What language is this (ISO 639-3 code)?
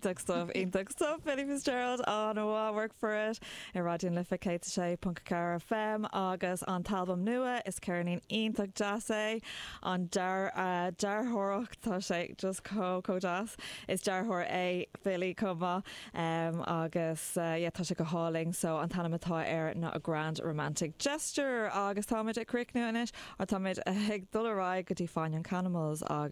gle